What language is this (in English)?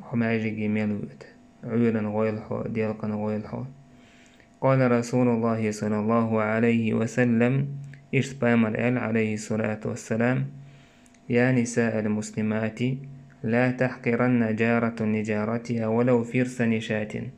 Chechen